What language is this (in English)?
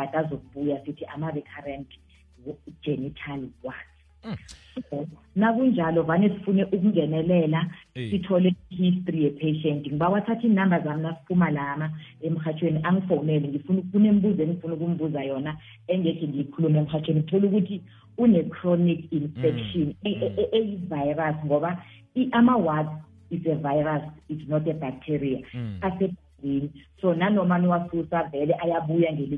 South Ndebele